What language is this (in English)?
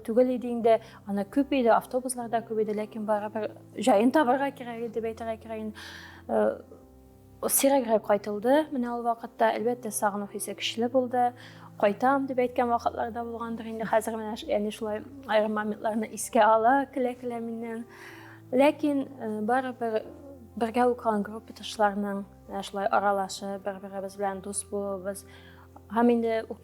Tatar